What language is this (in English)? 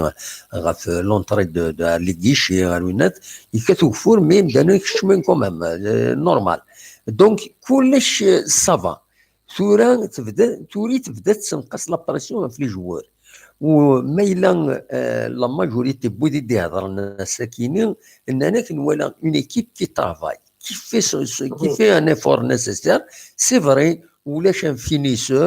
Kabyle